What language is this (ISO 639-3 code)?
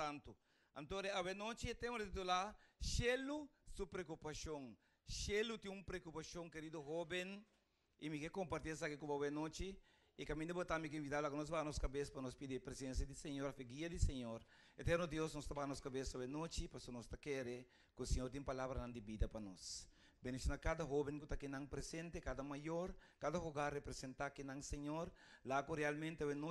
pap